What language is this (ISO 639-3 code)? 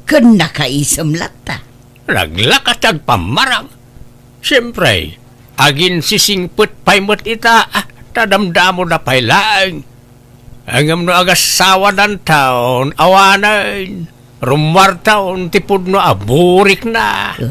ilo